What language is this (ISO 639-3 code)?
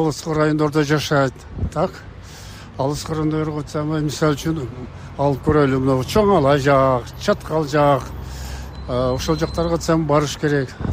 kir